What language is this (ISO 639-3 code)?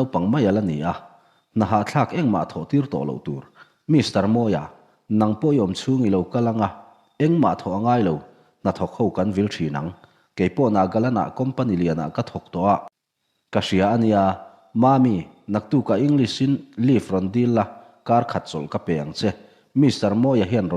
lus